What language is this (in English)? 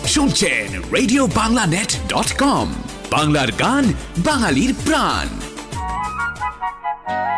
Bangla